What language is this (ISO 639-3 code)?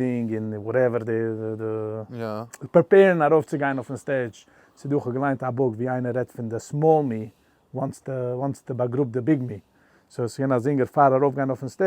yid